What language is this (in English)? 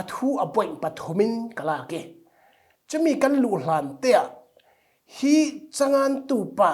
Falam Chin